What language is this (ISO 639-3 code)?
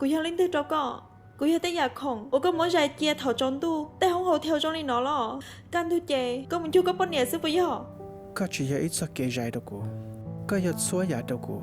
hmn